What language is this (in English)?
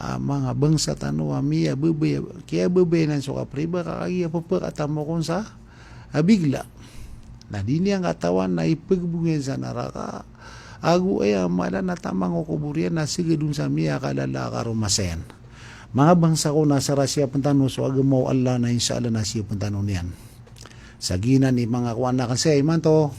Maranao